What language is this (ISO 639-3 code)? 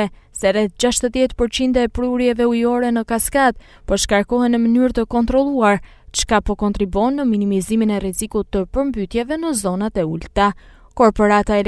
sqi